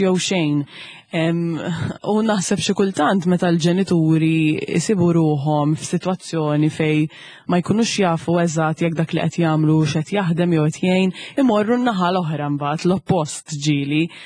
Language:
Maltese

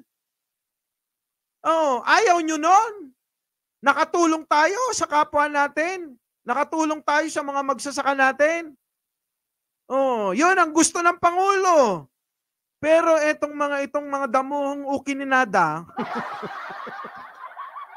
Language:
Filipino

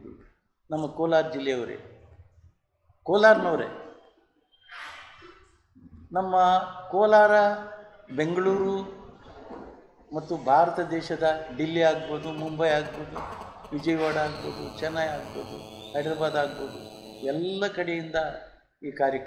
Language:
Kannada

